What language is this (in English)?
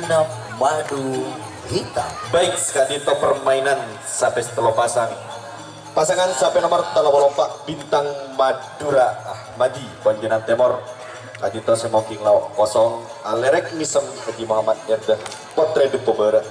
Madurese